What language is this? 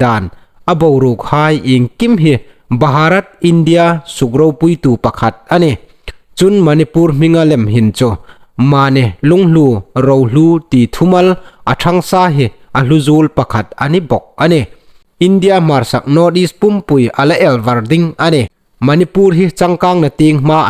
Hmar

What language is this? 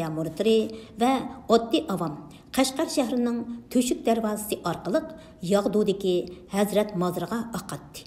Uyghur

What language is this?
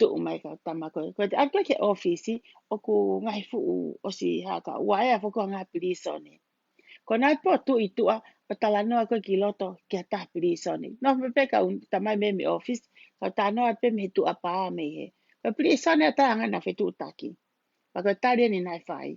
Tongan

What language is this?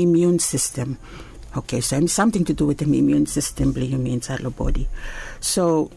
Bislama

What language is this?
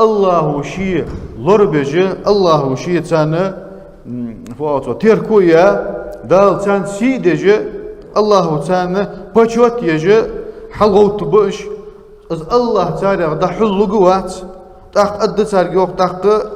Ingush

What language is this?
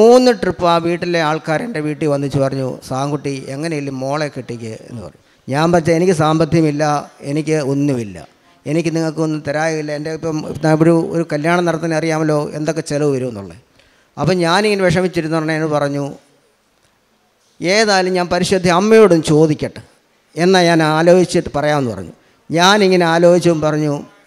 Malayalam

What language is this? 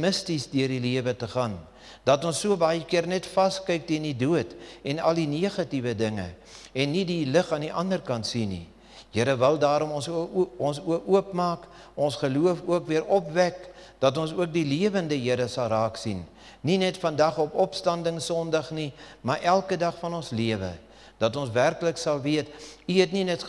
Afrikaans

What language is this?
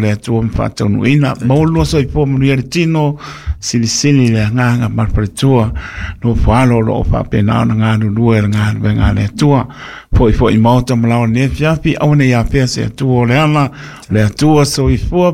Samoan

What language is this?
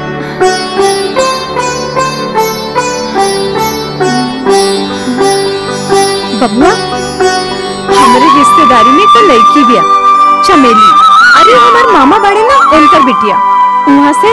Bhojpuri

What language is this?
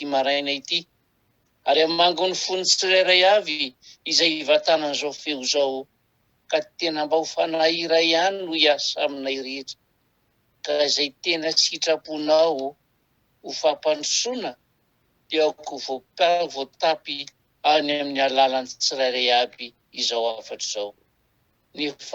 Malagasy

